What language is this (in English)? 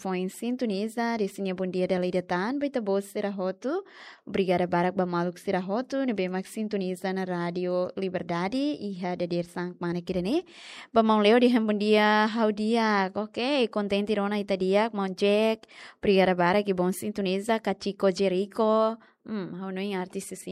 Tetum